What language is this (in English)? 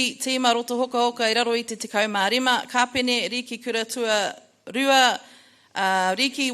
Māori